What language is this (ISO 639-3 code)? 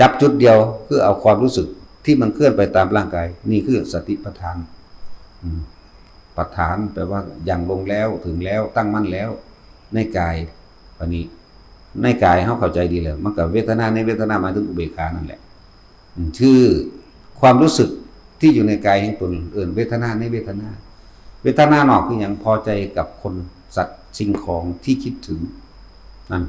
tts